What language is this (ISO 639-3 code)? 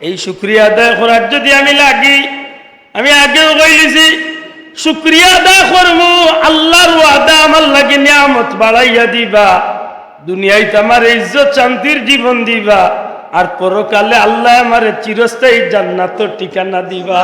syl